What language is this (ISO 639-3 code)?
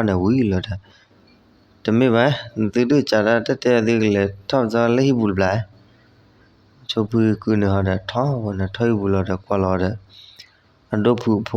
ksw